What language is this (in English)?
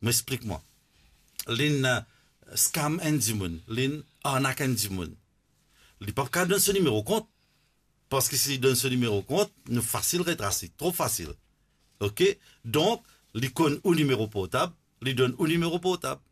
Morisyen